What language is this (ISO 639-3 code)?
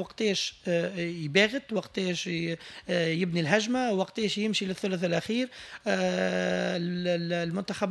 aeb